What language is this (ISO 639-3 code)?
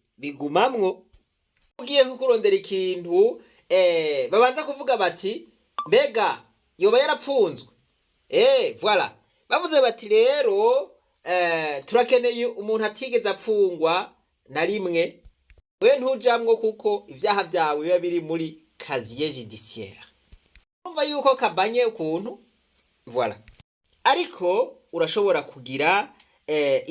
run